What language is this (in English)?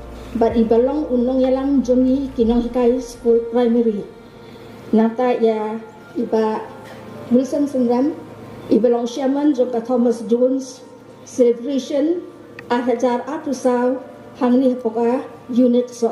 Khasi